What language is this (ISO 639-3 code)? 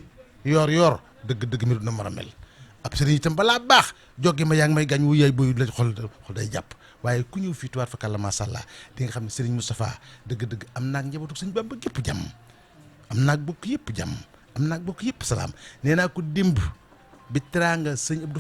wol